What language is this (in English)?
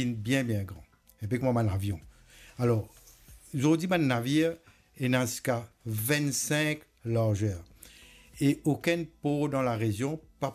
Morisyen